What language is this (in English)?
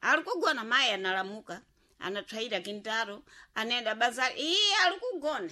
Sena